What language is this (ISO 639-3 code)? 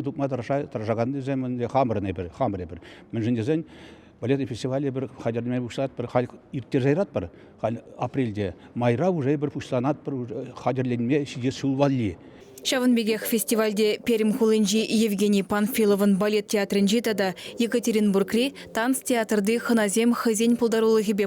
chv